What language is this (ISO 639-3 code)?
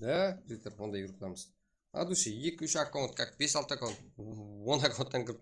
kaa